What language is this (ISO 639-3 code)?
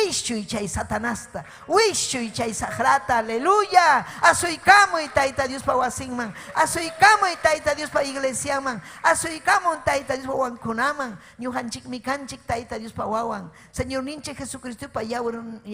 quy